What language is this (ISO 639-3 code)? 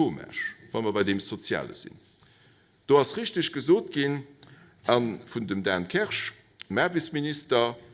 ltz